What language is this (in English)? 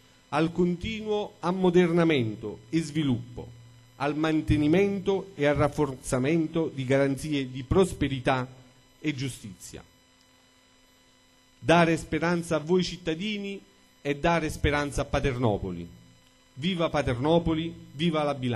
Italian